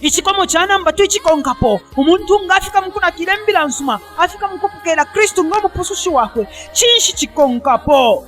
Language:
Bemba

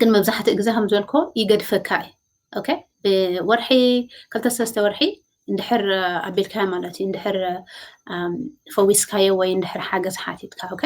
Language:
Tigrinya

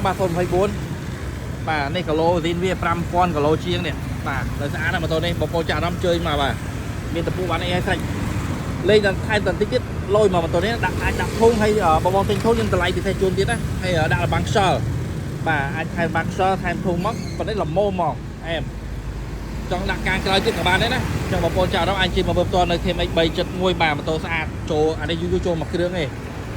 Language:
Khmer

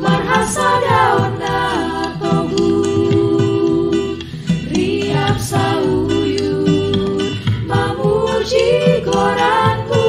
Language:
Batak Simalungun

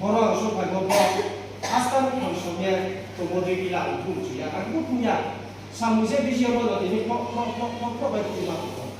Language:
Riang (India)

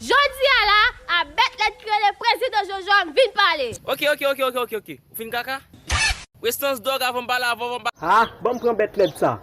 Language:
Haitian Creole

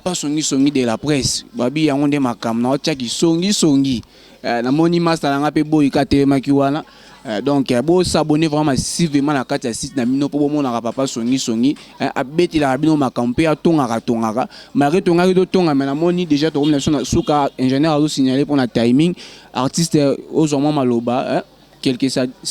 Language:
Lingala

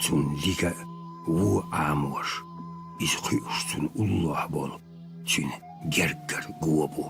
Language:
Chechen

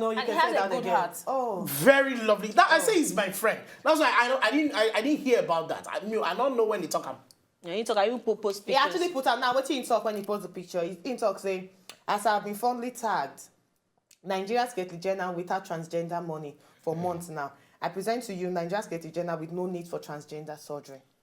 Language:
Nigerian Pidgin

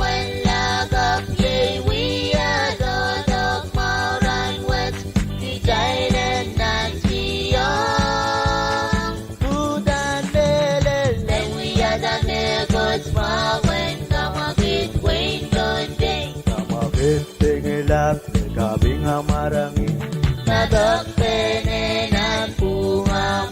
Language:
Pohnpeian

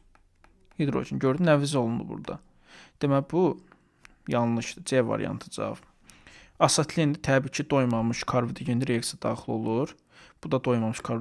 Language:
Azerbaijani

